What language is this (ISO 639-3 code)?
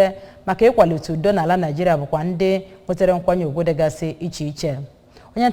ibo